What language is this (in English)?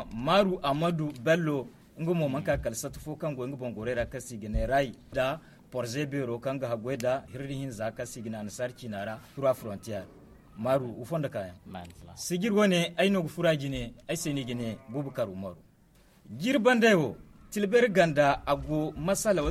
Zarma